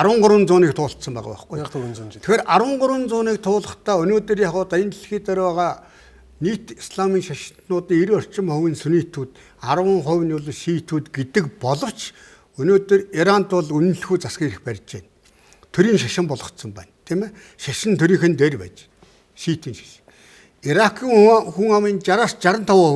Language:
Mongolian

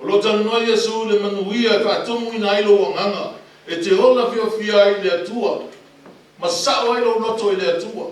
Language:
Samoan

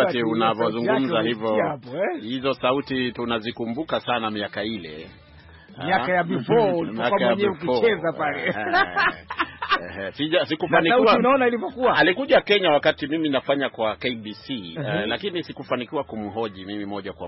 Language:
Swahili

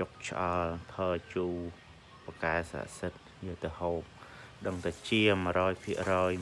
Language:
Khmer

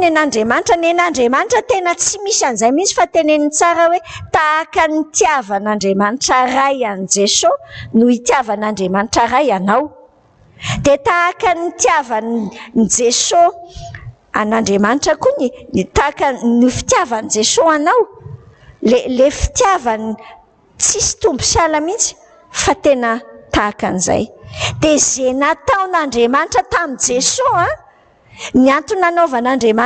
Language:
Malagasy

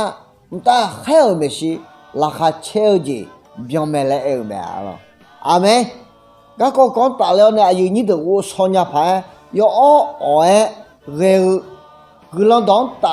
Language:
Akha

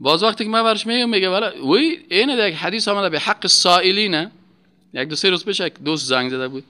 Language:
Persian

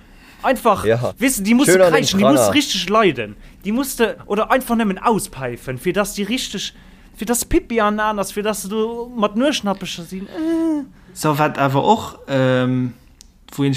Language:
Luxembourgish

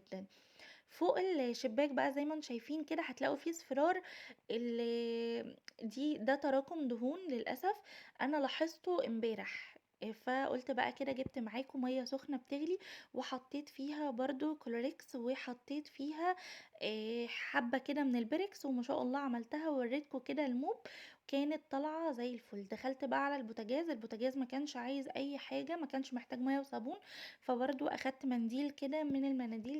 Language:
Egyptian Arabic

